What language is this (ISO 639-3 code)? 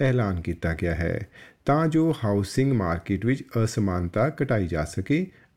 pan